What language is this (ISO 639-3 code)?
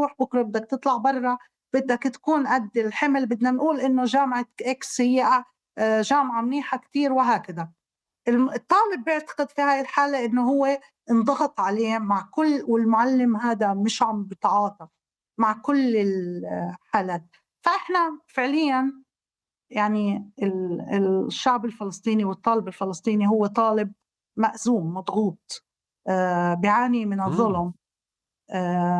apc